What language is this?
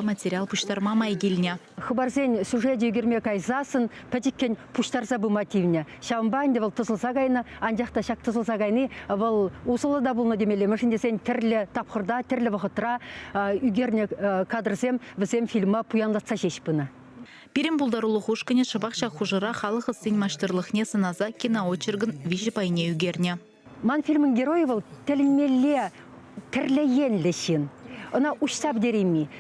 Chuvash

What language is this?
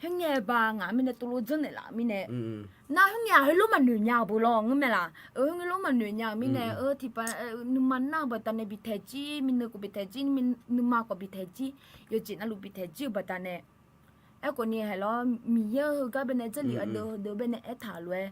Akha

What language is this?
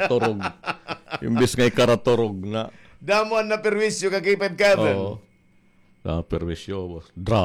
Waray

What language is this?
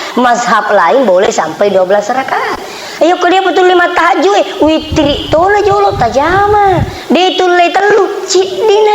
Buginese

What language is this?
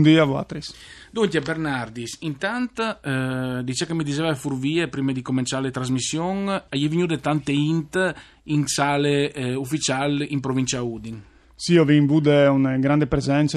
Friulian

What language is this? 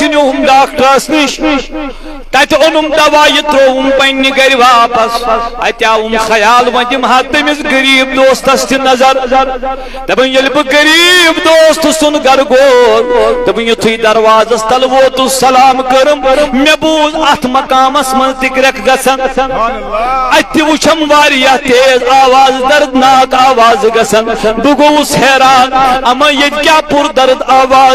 Kashmiri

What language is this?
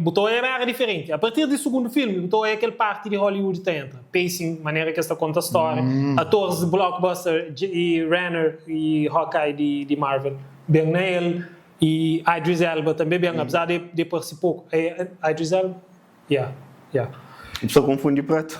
Kabuverdianu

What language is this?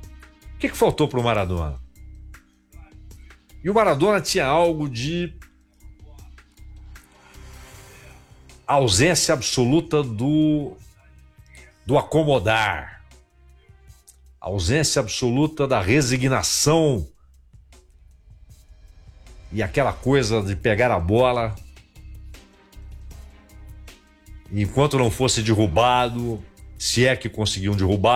Portuguese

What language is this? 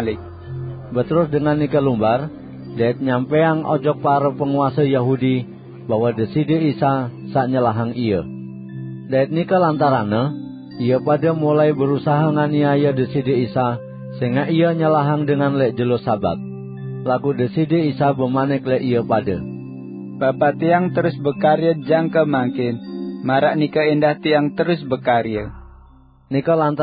Sasak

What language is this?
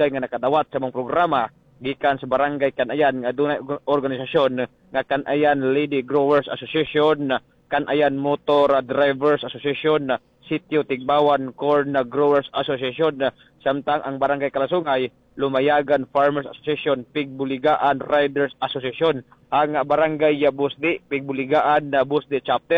Cebuano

